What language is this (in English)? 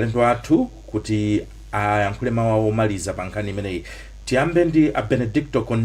Nyanja